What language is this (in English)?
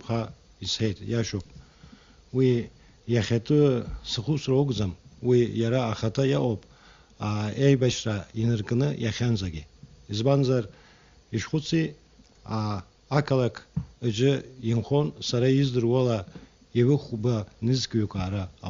Abkhazian